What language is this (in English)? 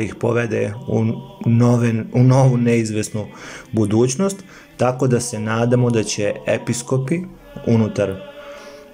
Serbian